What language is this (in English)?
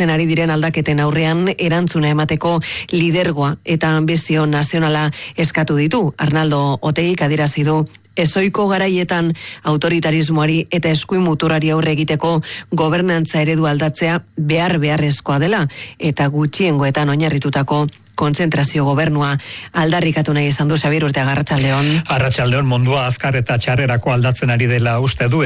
Basque